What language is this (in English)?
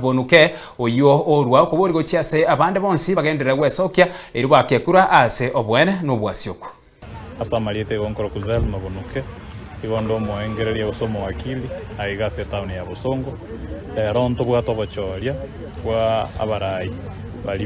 Gusii